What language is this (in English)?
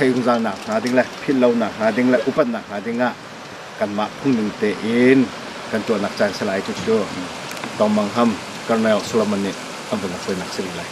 Hakha Chin